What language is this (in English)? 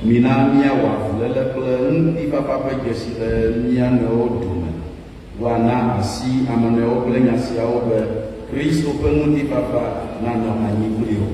Ewe